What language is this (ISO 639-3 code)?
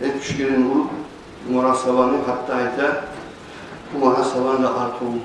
kum